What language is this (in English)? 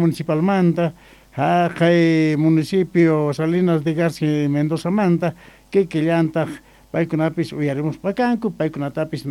Quechua